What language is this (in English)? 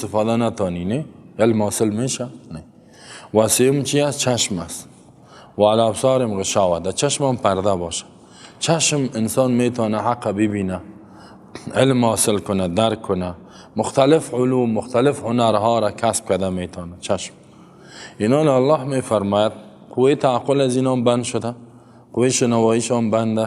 Persian